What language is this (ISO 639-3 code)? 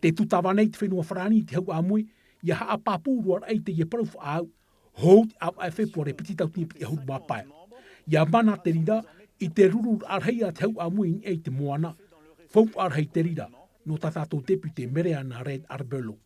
tah